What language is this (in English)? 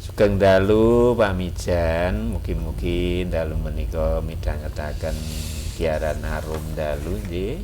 Javanese